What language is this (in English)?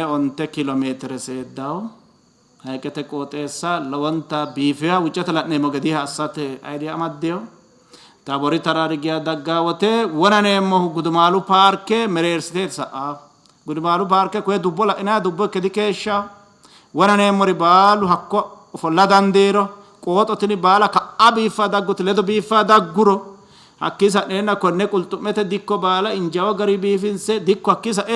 Sidamo